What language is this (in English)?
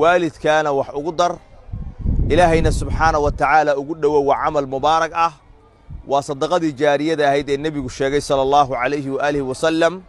Somali